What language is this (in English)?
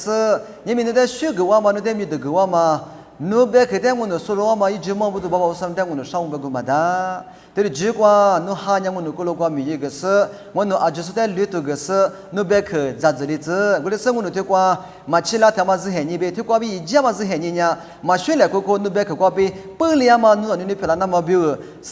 Lisu